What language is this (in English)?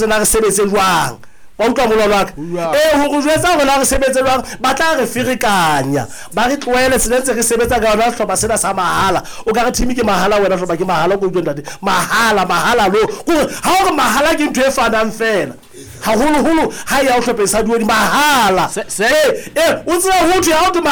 Southern Sotho